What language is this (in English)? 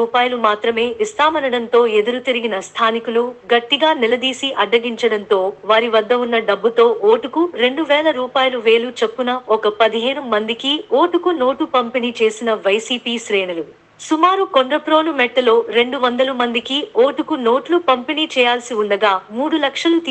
Telugu